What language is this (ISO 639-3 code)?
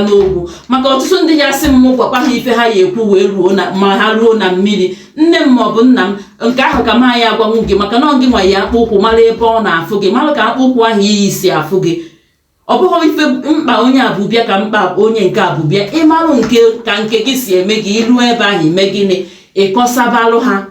ibo